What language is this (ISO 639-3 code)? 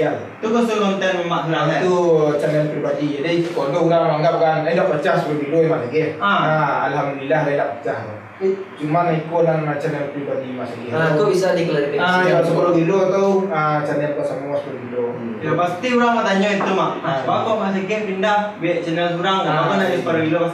min